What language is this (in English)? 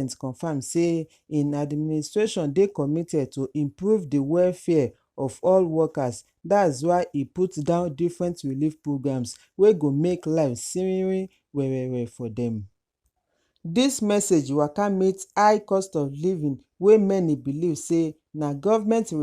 Nigerian Pidgin